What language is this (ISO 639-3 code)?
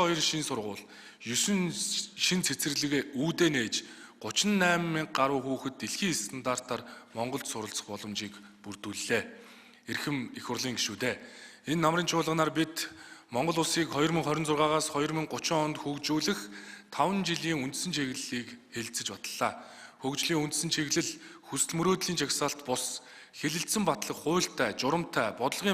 mon